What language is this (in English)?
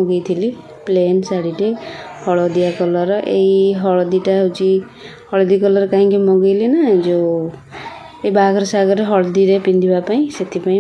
Odia